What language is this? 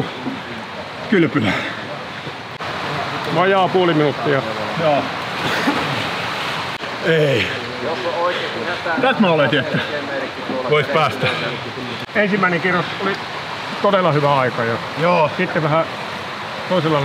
Finnish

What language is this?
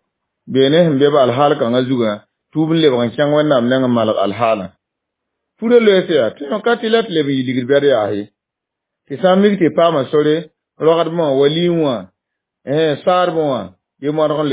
Mossi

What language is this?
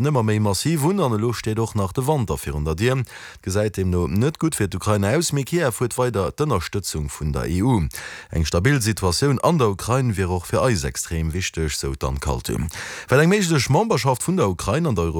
Luxembourgish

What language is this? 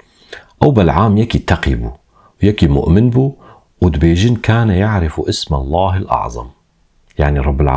Kurdish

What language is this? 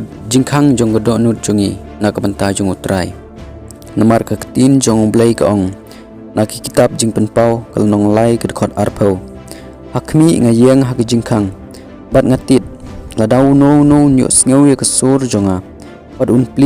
Khasi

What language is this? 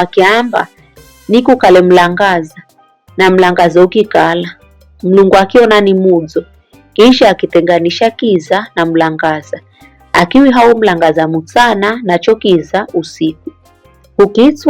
Giryama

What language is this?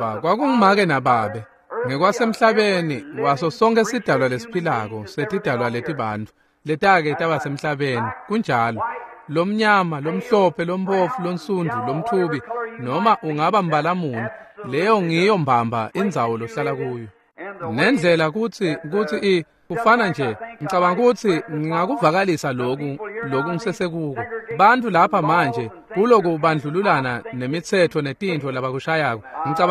Swati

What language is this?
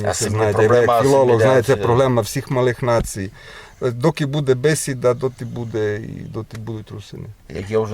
Rusyn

